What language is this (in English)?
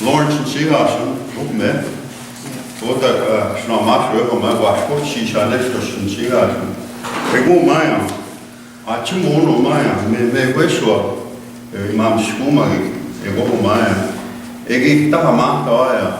Plains Cree